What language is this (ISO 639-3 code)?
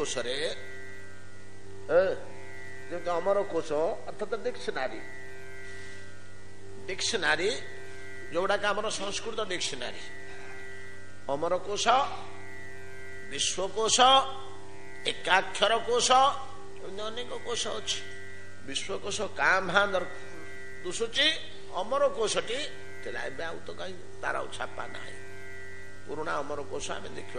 ori